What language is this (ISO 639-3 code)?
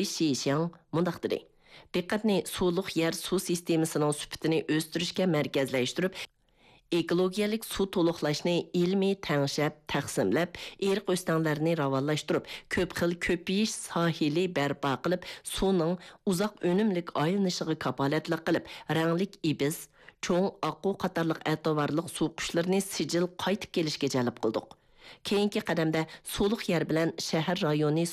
uig